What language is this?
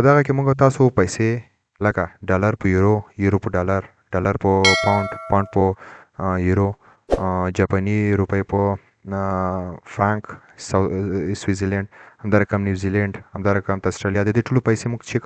Pashto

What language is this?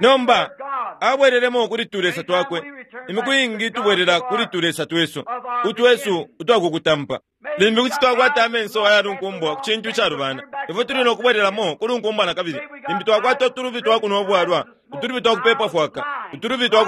Bemba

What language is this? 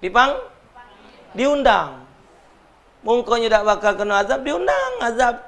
Musi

